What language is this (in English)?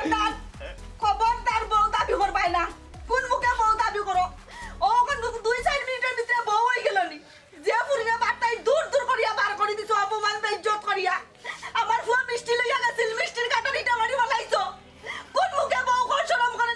Sylheti